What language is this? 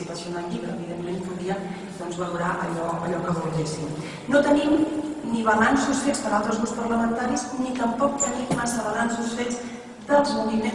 Catalan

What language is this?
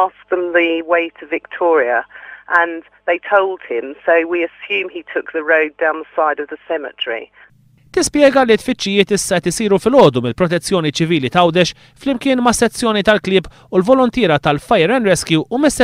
Maltese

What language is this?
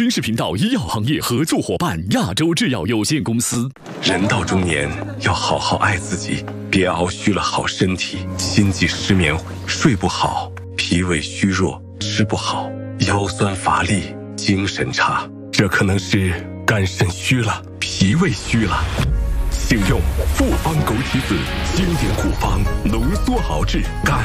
Chinese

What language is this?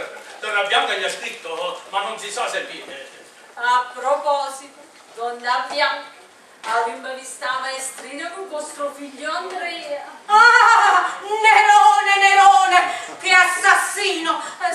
Italian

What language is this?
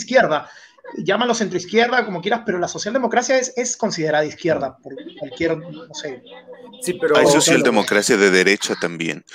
Spanish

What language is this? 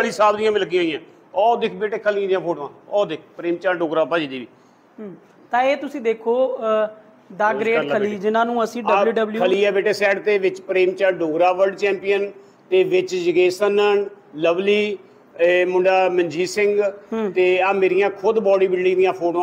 Punjabi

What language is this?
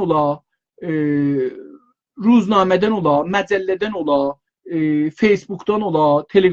South Azerbaijani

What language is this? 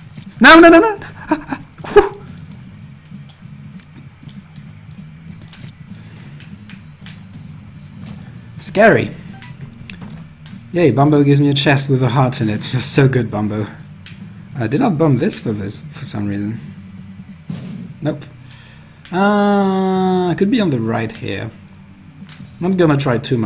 English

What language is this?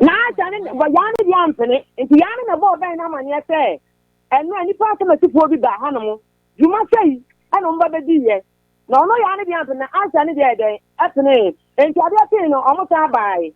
Akan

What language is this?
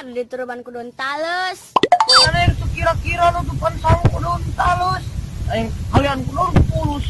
Sundanese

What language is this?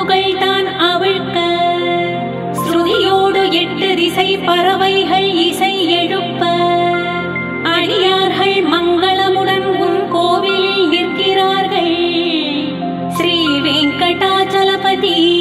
Tamil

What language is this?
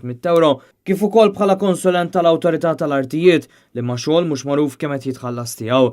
Maltese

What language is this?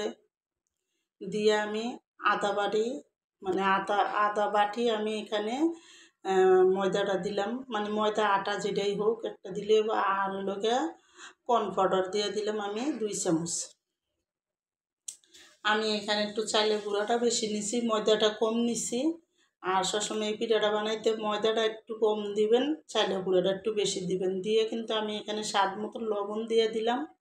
Bangla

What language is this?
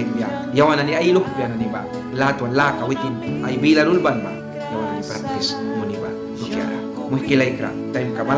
Mískito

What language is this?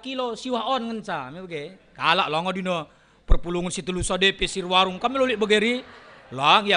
Batak Karo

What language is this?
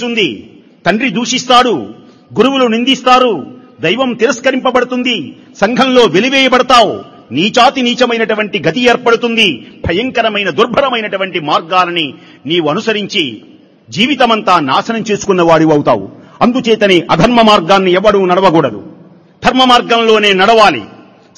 Telugu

